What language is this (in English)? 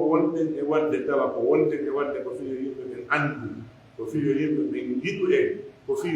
Pular